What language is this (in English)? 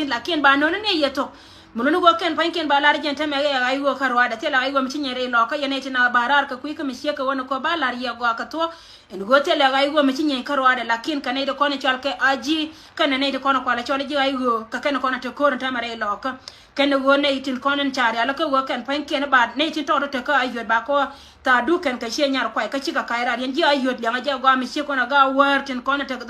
Nuer